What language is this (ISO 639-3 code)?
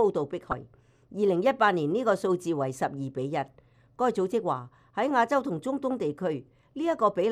yue